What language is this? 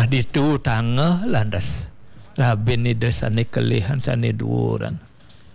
Balinese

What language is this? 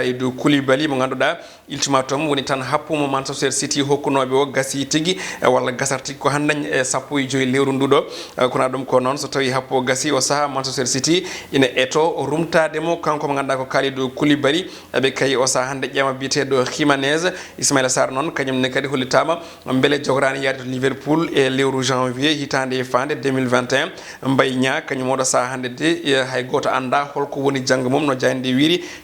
Fula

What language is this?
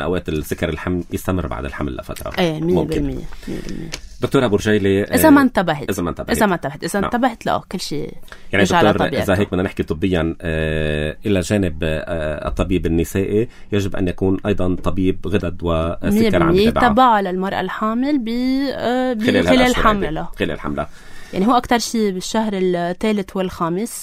North Levantine Arabic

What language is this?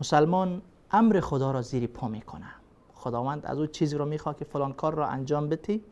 Persian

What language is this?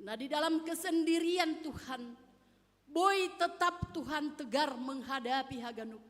Batak Simalungun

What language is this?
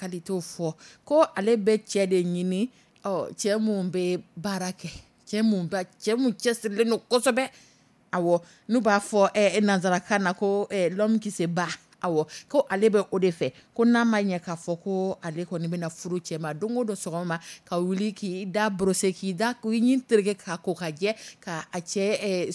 Dyula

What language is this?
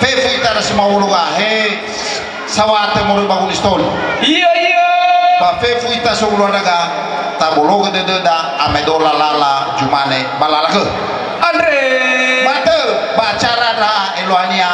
Nias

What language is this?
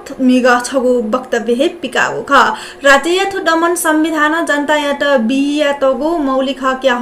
Newari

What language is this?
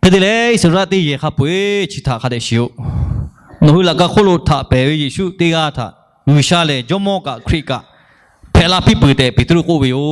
Lahu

